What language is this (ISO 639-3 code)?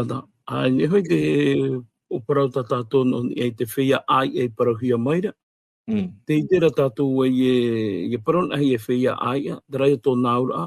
tah